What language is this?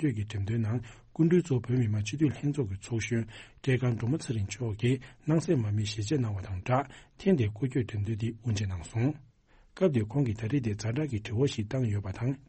Tibetan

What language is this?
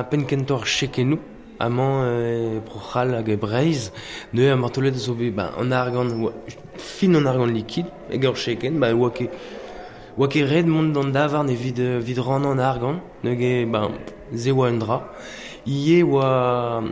Breton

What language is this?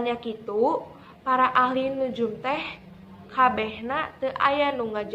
Sundanese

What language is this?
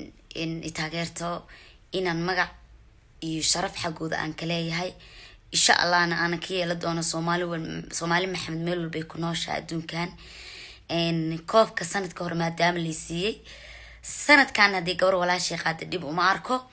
Somali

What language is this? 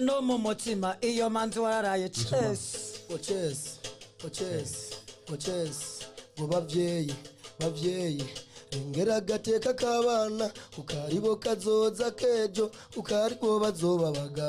Rundi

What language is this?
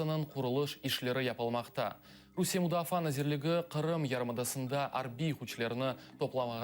Crimean Tatar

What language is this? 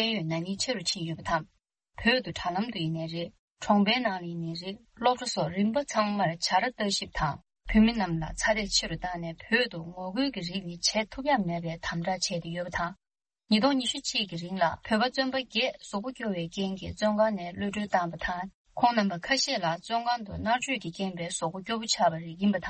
Tibetan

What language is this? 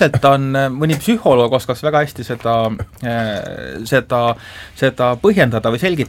Estonian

